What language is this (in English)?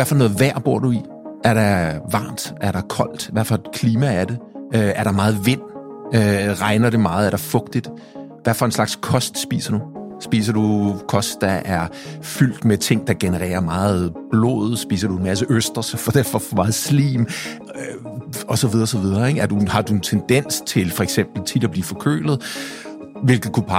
Danish